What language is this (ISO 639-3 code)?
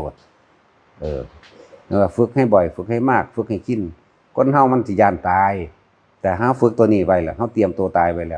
tts